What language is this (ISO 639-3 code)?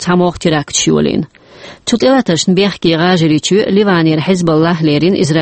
che